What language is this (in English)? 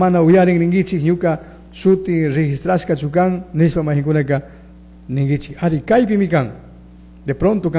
Chimborazo Highland Quichua